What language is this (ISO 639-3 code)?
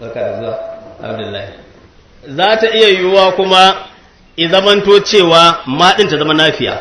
hau